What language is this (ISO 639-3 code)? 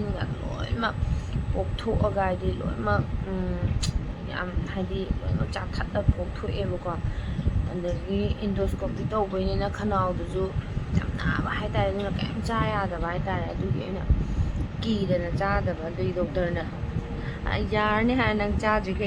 mni